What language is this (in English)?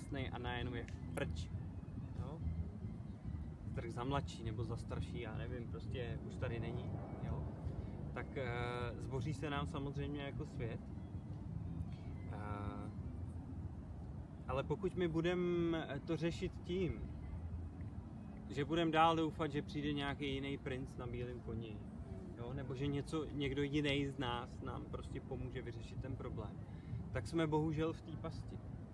Czech